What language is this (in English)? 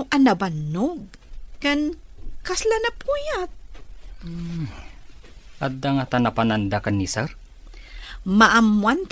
Iloko